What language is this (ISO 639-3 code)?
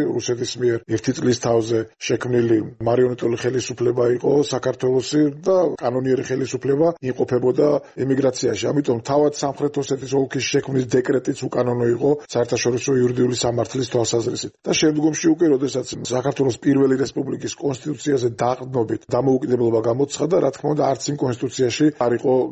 kat